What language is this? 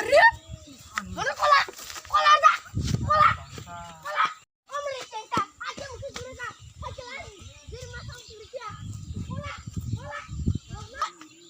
Kok Borok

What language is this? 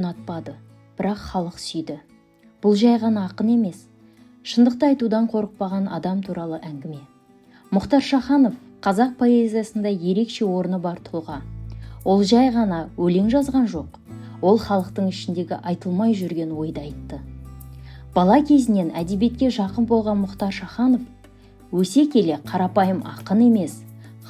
Kazakh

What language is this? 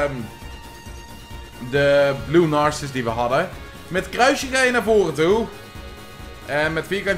Dutch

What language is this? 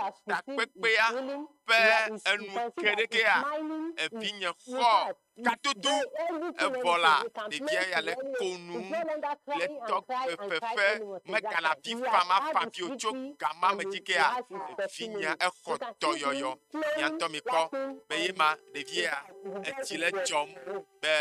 Ewe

